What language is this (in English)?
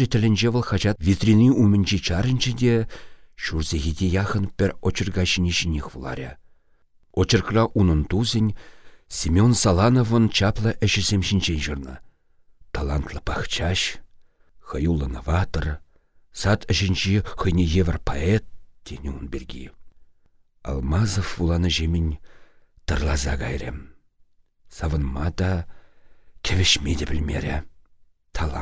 Chuvash